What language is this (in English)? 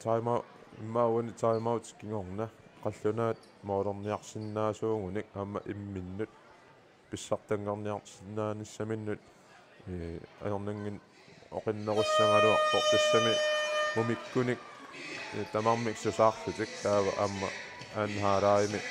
Kalaallisut